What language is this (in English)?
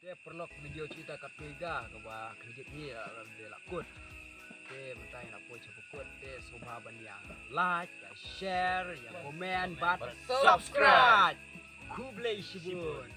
Khasi